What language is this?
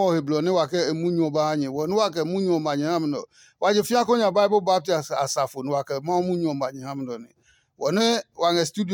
Adangme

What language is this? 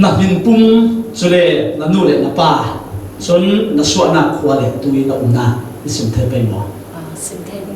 Falam Chin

